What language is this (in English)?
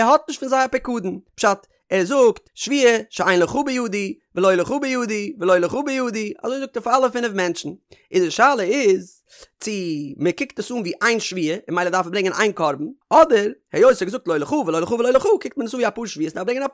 Yiddish